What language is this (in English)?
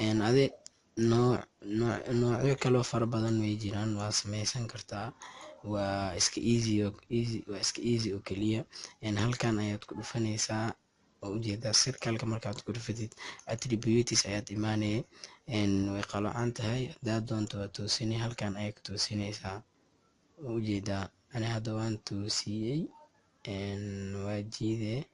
Somali